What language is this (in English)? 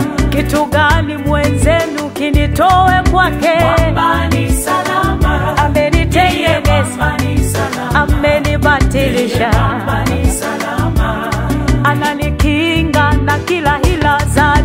Swahili